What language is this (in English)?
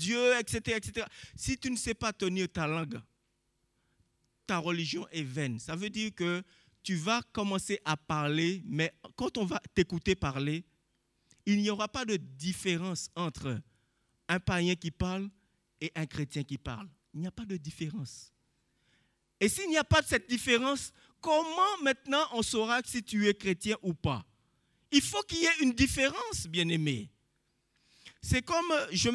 French